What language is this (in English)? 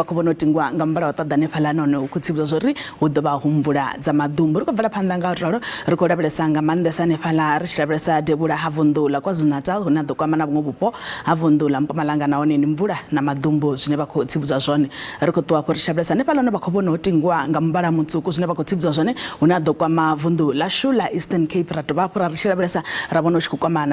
Venda